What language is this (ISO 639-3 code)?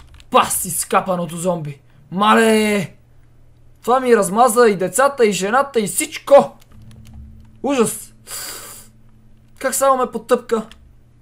bul